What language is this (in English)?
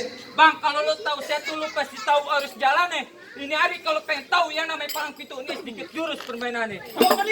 Betawi